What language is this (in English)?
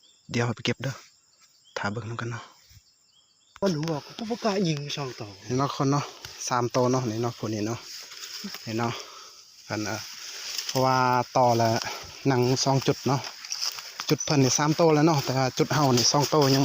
Lao